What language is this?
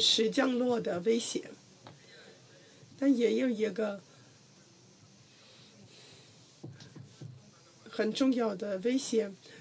Chinese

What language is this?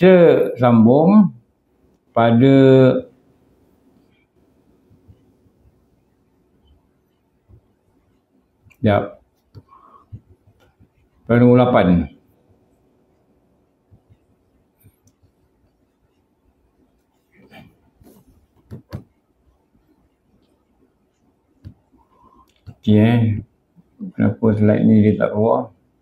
Malay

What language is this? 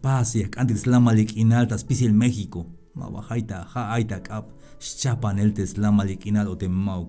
Tzeltal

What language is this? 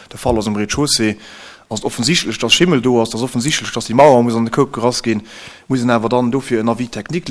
Luxembourgish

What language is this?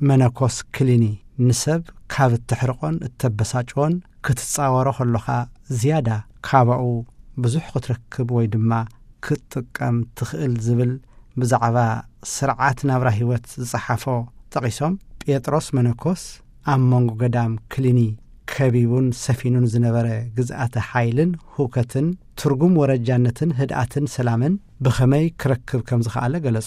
Tigrinya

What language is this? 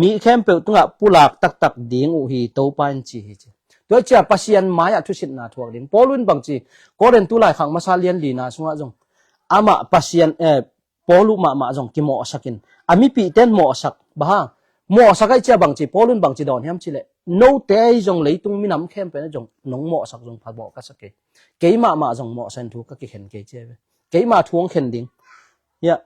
Tedim Chin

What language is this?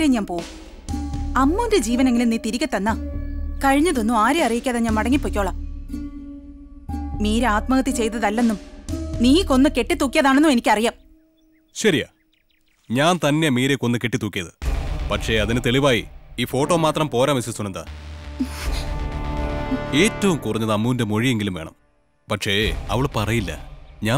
Malayalam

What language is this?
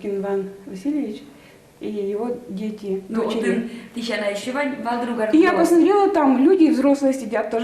Udmurt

